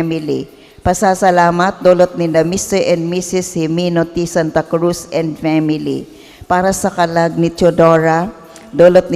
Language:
Bikol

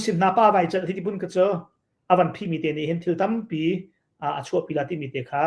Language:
Hakha Chin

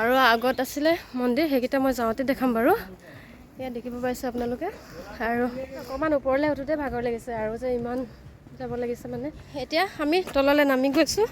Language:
Assamese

